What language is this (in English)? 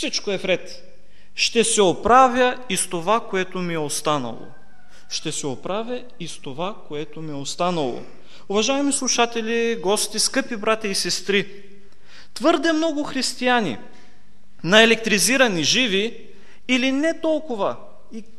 Bulgarian